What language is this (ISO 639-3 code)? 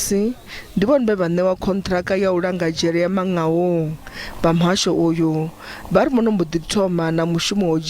ven